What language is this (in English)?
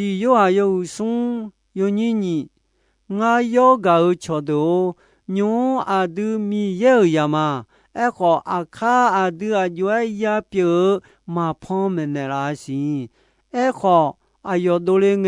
Akha